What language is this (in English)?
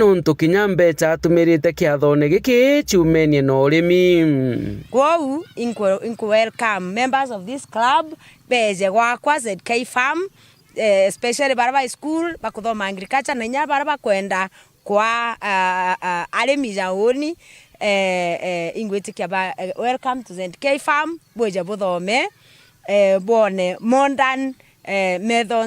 Meru